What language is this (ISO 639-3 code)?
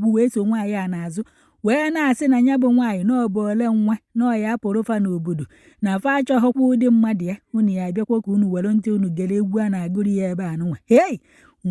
ibo